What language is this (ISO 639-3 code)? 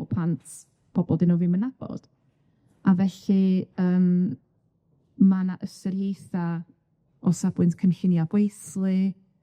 cym